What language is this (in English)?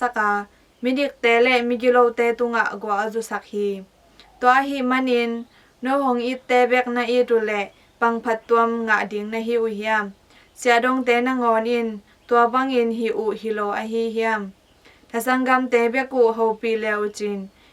Tedim Chin